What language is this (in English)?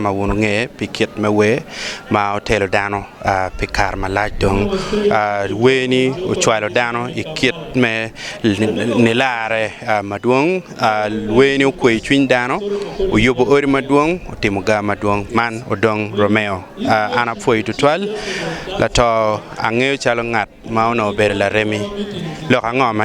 Acoli